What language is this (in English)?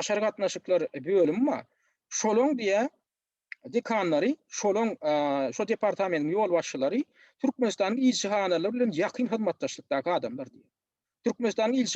Turkmen